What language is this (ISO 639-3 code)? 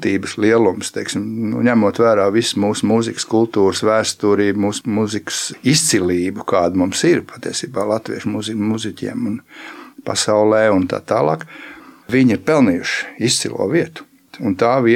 lav